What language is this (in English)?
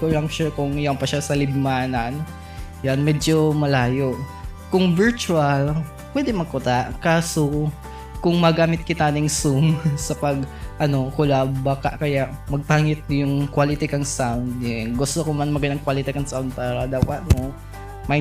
Bikol